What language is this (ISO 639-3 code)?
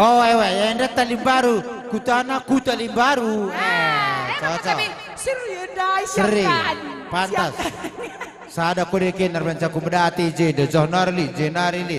btx